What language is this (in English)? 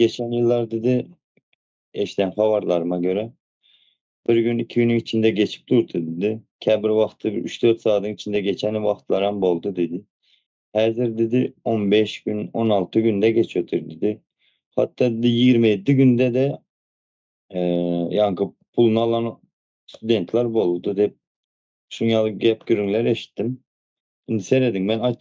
Turkmen